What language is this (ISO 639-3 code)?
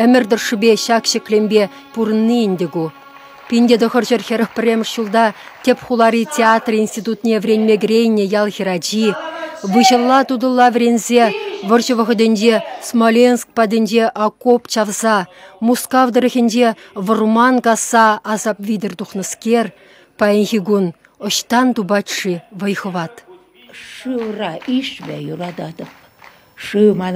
chv